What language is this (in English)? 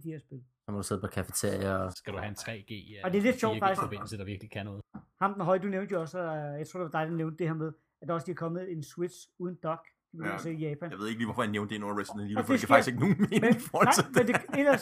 Danish